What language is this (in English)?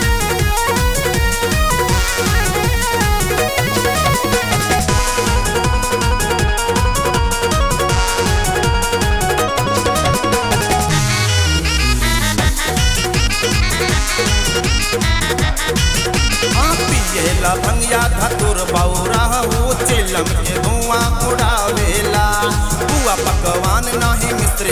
Bhojpuri